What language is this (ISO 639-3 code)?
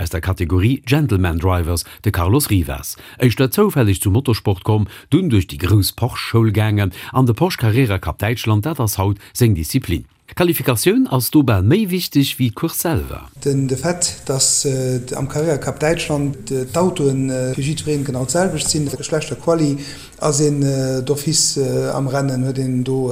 ltz